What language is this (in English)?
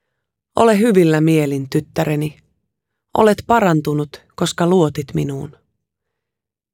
Finnish